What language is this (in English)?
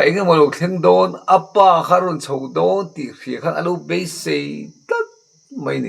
Mizo